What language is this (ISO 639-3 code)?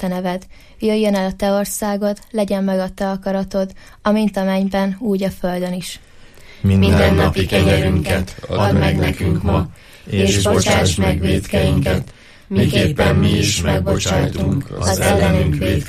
hun